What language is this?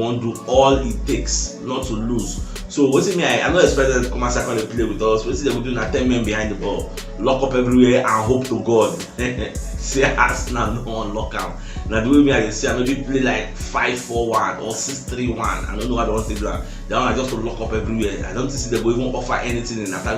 Nigerian Pidgin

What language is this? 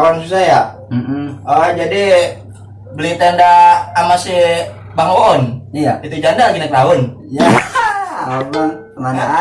Betawi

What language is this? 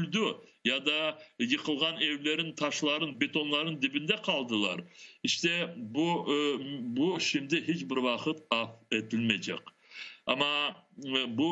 Crimean Tatar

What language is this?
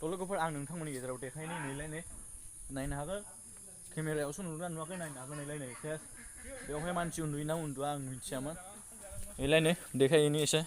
Bodo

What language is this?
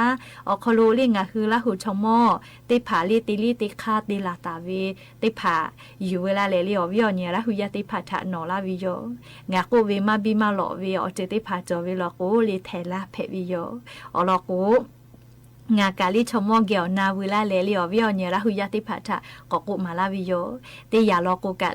Lahu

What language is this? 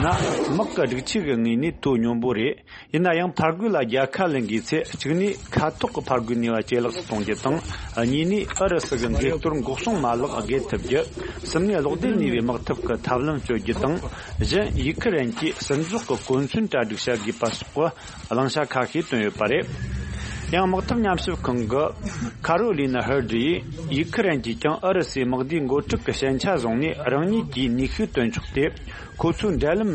Tibetan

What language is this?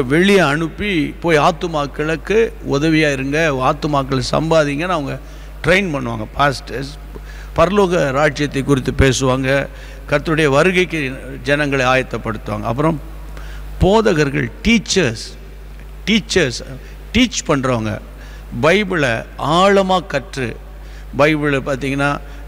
Tamil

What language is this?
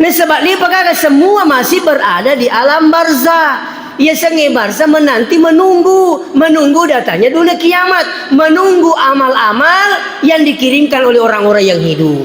Buginese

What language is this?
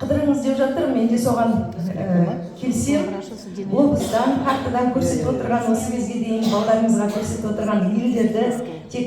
Kazakh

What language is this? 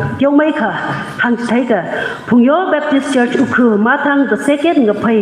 Tangkhul Naga (India)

